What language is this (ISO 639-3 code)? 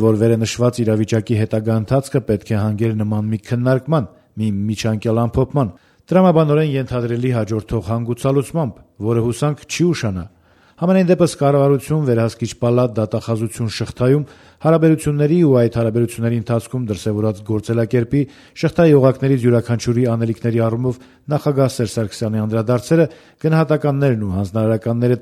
hye